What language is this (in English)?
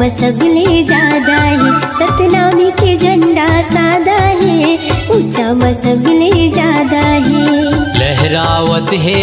Chhattisgarhi